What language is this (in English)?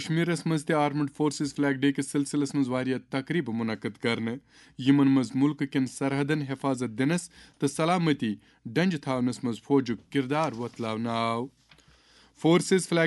Kashmiri